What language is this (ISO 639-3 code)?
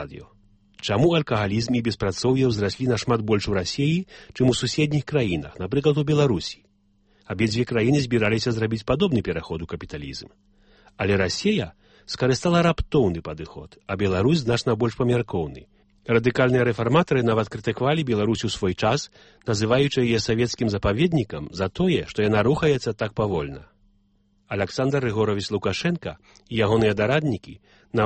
bel